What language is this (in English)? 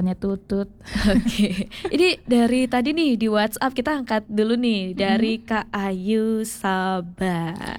Indonesian